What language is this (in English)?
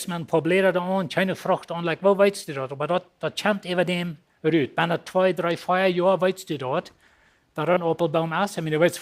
Plautdietsch